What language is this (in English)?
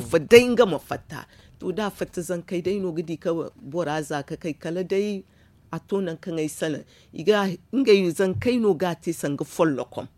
Zarma